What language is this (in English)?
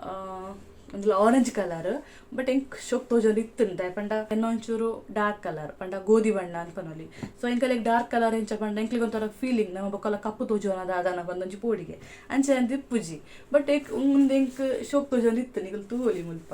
Tulu